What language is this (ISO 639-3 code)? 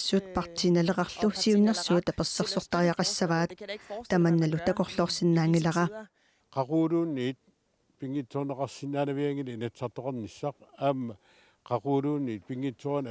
kal